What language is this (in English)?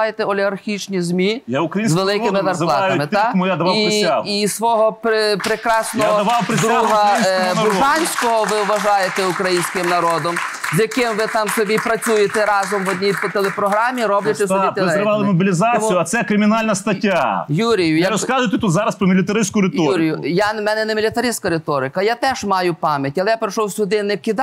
Ukrainian